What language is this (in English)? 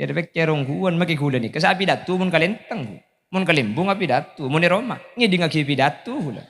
Madurese